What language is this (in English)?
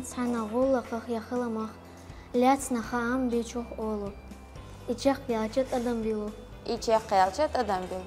Chechen